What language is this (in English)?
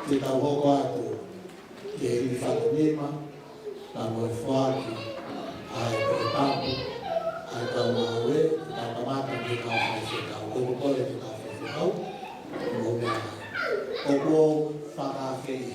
Tongan